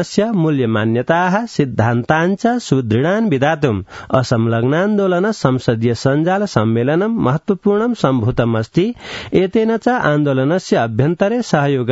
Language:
Sanskrit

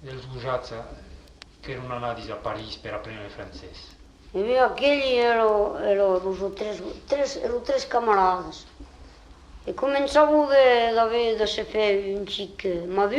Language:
Occitan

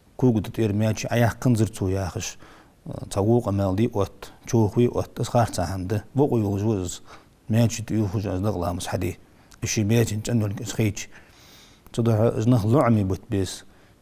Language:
Ingush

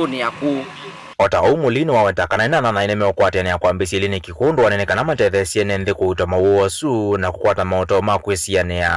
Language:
Kamba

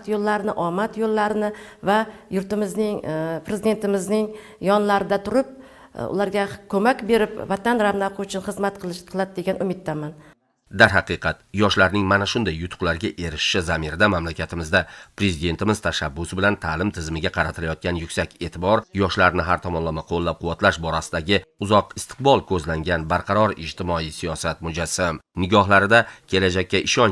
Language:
Uzbek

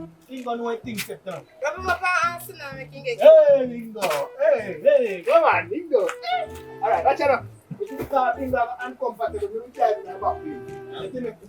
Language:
Jamaican Creole English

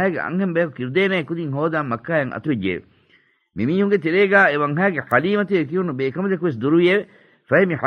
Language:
Divehi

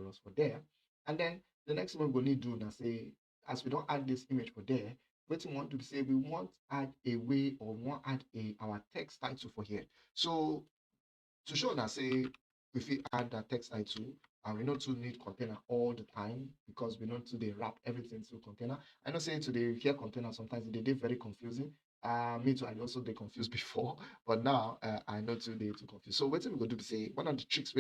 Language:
Nigerian Pidgin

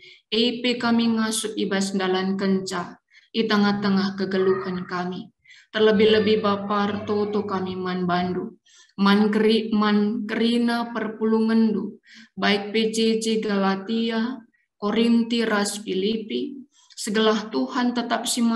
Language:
Batak Karo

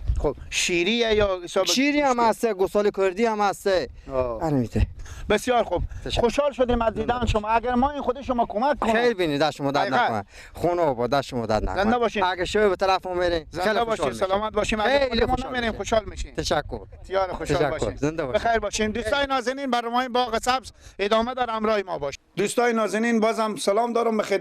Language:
Persian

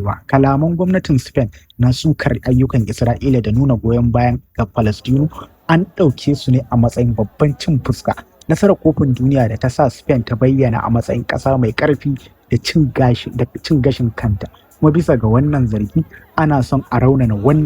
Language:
Hausa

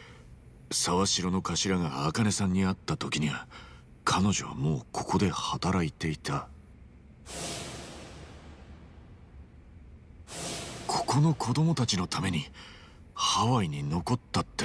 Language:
Japanese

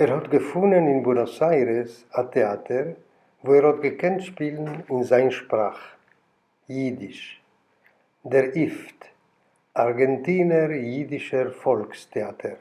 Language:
Yiddish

